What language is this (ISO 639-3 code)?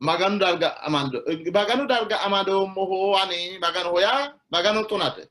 sid